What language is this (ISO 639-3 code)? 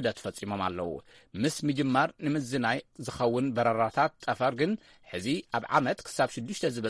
tir